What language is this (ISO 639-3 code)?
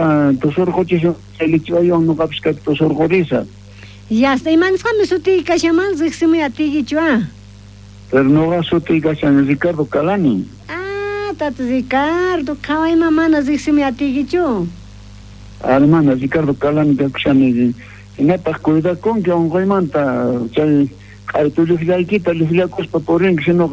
quh